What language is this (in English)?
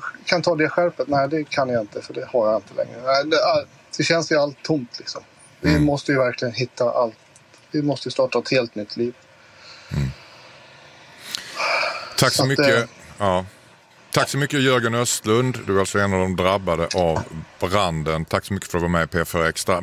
Swedish